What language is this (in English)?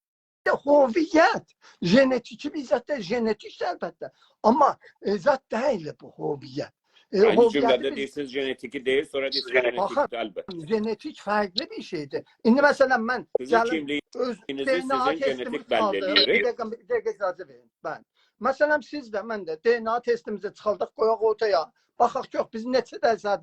South Azerbaijani